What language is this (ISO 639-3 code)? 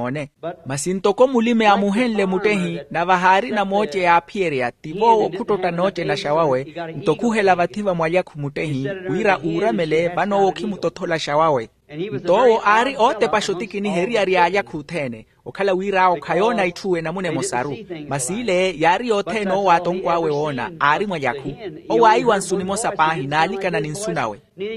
vmw